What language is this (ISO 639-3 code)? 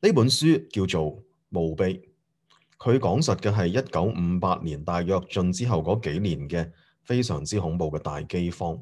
yue